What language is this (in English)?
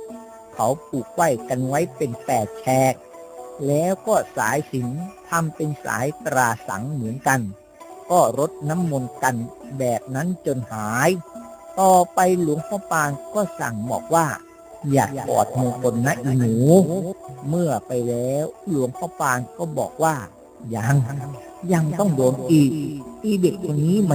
Thai